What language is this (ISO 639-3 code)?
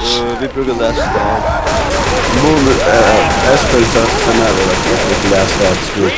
fao